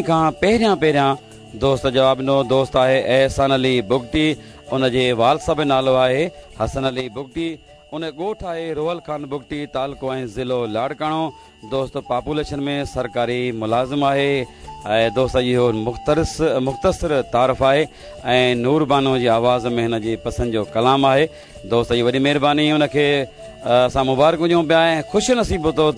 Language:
Sindhi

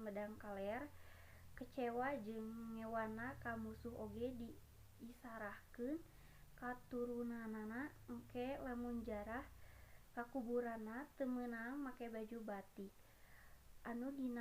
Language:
Sundanese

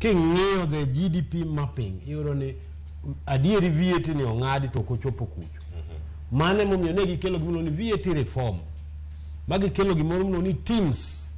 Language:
Luo (Kenya and Tanzania)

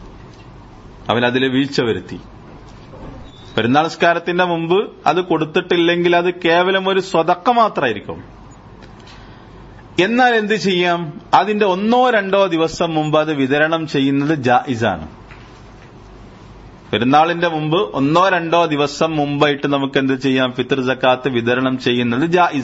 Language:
Malayalam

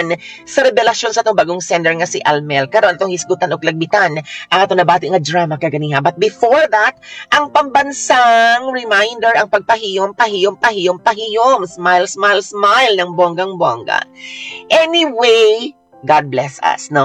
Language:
Cebuano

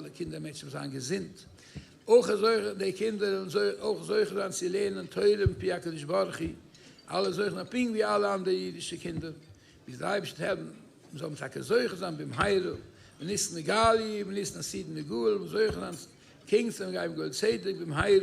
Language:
Yiddish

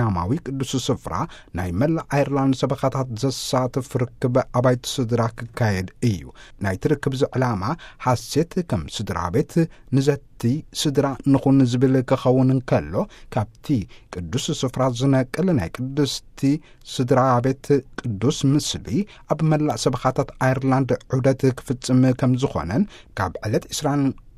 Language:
Tigrinya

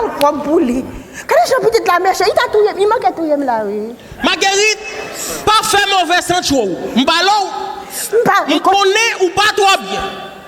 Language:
Haitian Creole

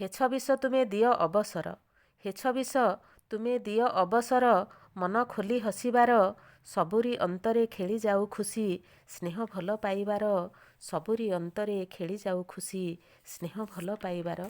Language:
Odia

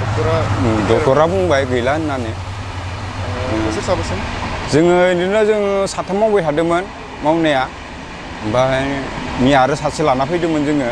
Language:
Bodo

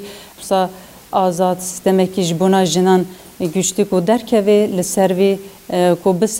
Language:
Kurdish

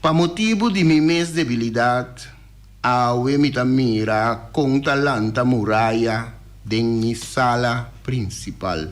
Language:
Papiamento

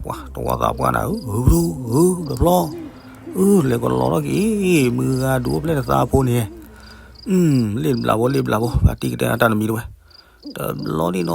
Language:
S'gaw Karen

